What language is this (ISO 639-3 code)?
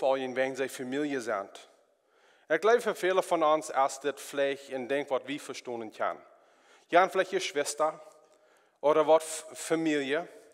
pdt